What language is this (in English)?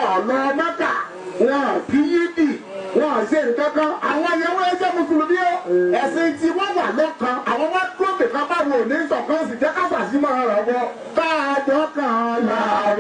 Yoruba